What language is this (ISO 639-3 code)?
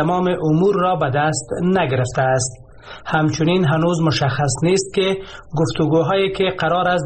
fas